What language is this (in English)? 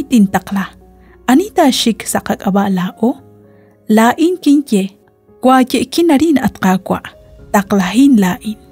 Kekchí